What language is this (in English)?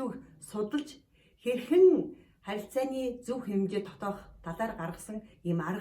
Mongolian